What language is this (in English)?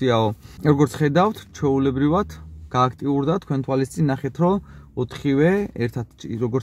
Georgian